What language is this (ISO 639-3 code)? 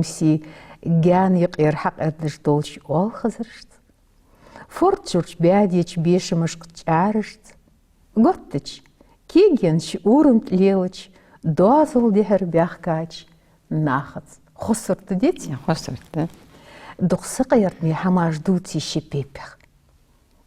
inh